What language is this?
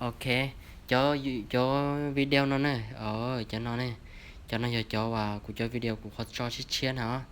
Hmong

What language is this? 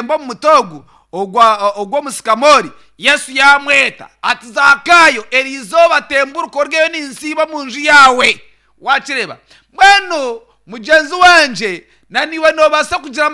Nyankole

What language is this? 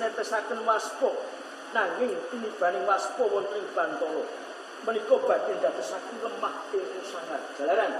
Javanese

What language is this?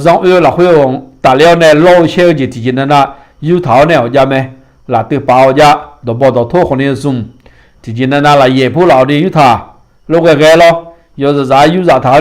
Akha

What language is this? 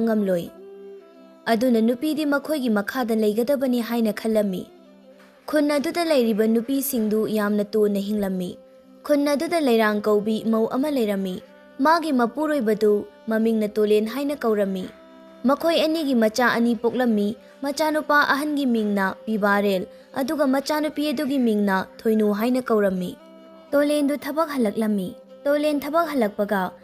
Manipuri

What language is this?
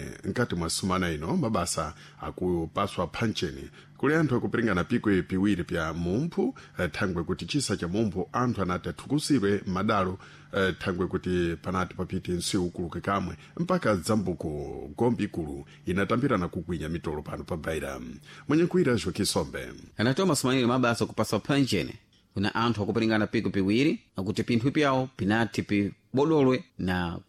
Sena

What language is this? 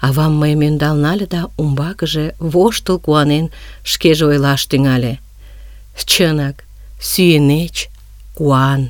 Mari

